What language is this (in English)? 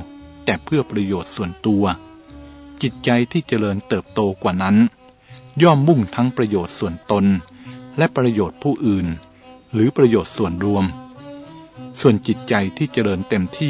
Thai